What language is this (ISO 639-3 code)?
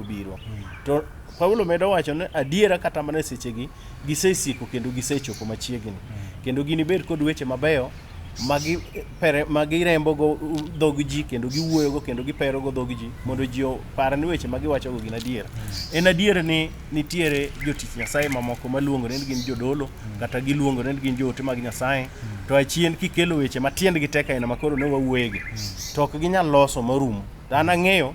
luo